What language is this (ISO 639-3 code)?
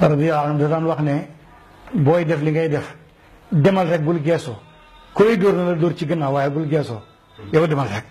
wol